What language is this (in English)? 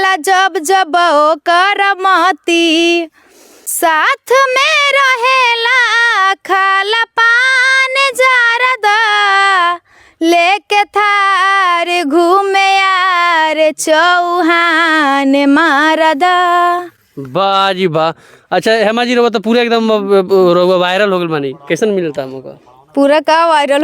Bhojpuri